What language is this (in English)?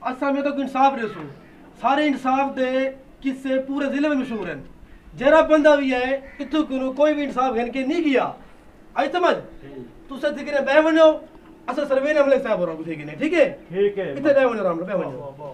Saraiki